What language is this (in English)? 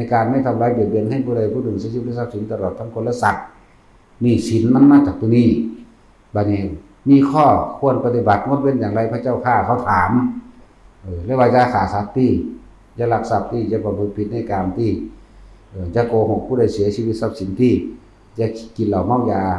Northeastern Thai